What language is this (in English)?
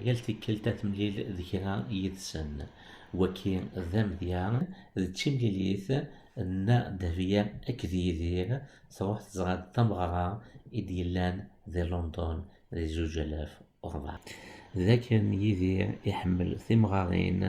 Kabyle